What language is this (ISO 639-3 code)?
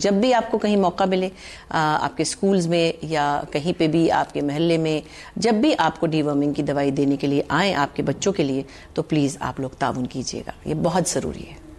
urd